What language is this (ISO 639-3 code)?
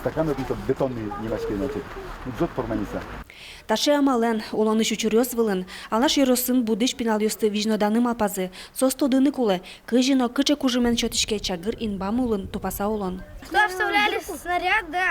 udm